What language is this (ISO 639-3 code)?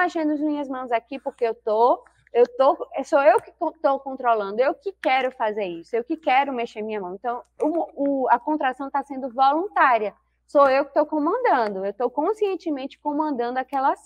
por